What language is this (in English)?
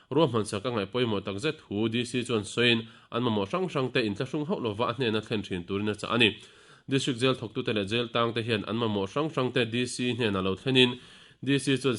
Mizo